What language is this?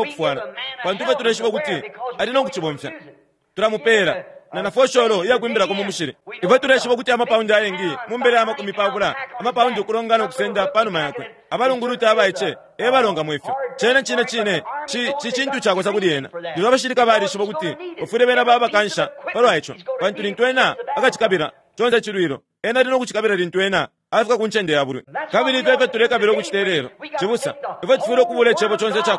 Bemba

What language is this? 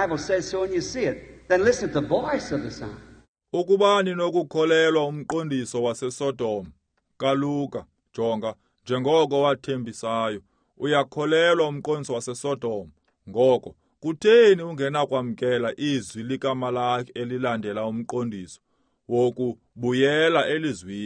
Xhosa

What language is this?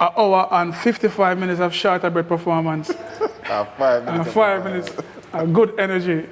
Jamaican Creole English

